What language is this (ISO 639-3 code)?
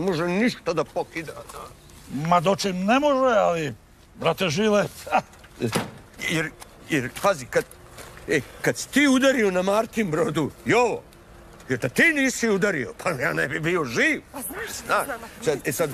srp